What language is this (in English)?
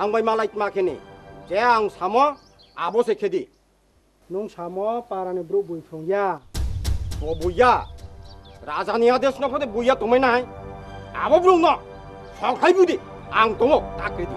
Kok Borok